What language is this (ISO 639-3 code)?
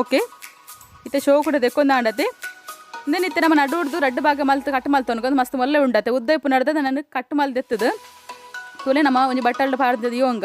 tcy